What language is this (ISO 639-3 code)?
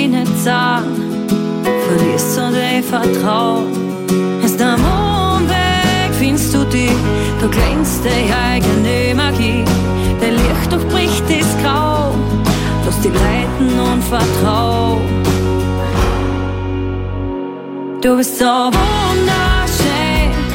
deu